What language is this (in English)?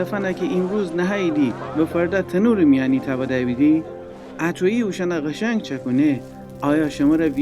Gilaki